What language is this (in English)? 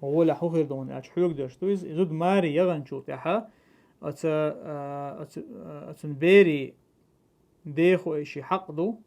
Chechen